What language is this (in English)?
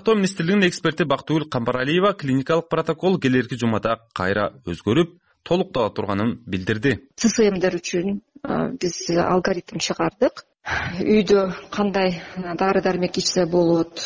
Kyrgyz